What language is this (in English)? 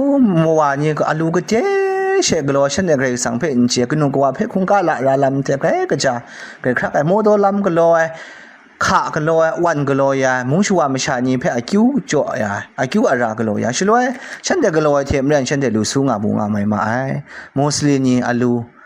Kachin